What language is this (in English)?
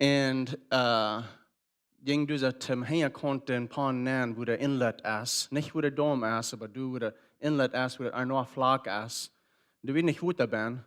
Plautdietsch